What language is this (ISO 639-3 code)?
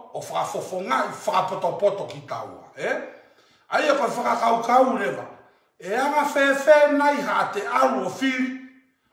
ton